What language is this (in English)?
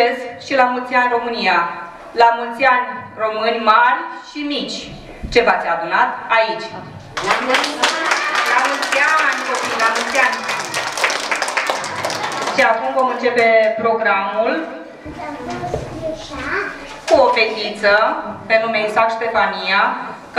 Romanian